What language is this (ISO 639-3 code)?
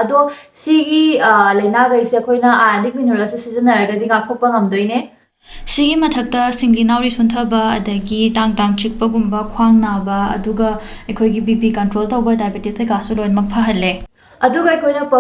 mni